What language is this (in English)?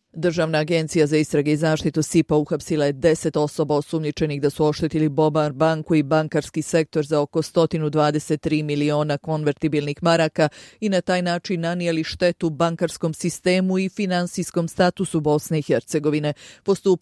Bosnian